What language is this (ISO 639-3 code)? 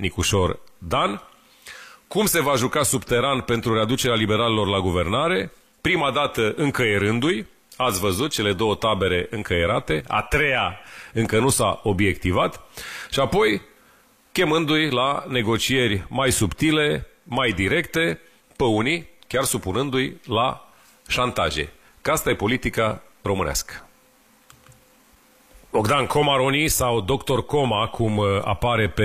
ron